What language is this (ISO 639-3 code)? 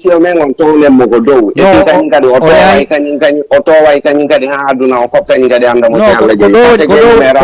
ful